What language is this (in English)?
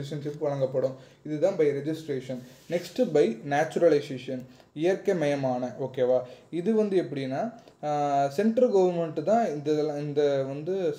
Tamil